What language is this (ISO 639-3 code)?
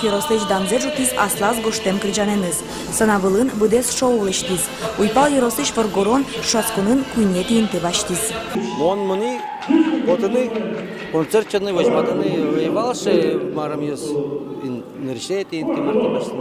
udm